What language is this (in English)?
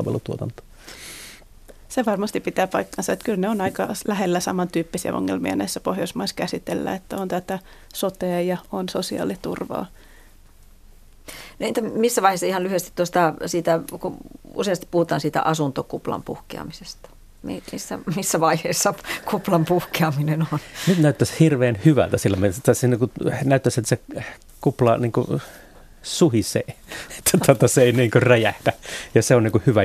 Finnish